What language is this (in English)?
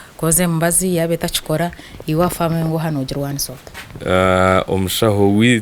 Nyankole